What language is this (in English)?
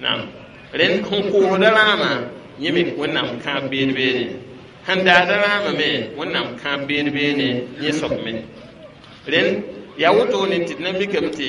Mossi